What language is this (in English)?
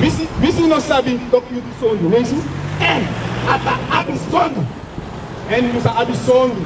Sranan Tongo